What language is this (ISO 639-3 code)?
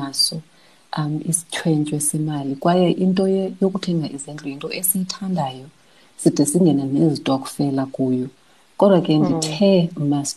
xho